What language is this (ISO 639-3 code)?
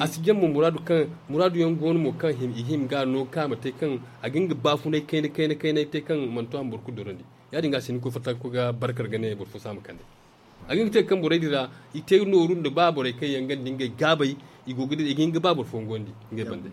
dje